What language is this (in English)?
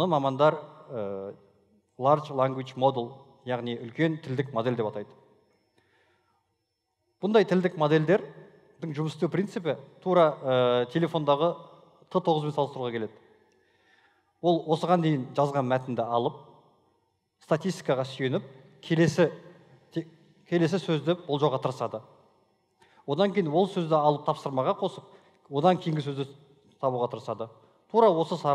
Kazakh